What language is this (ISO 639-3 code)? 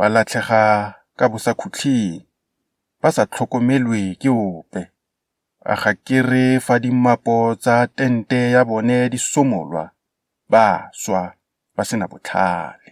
tsn